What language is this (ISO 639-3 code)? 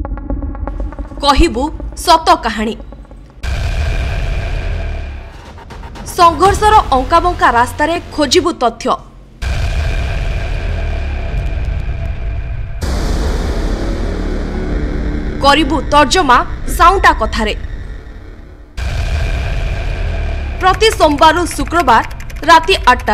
ori